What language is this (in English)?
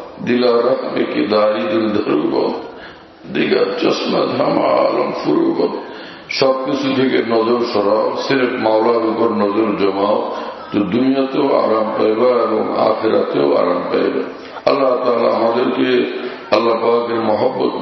Bangla